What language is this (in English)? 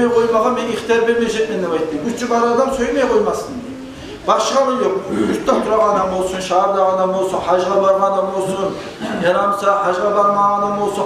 Kumyk